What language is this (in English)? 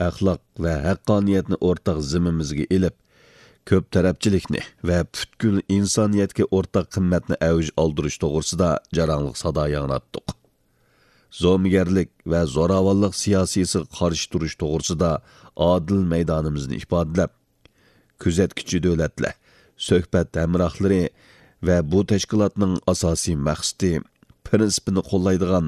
Uyghur